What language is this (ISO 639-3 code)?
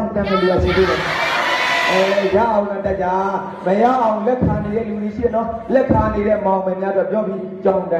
mya